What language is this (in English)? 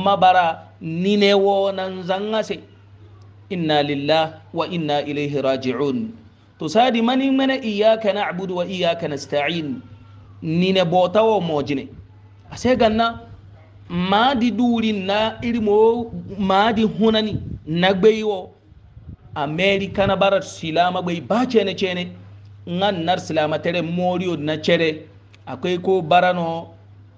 Hausa